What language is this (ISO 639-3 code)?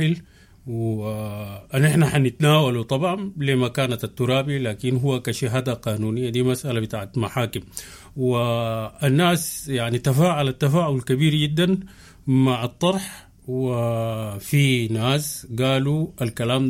apd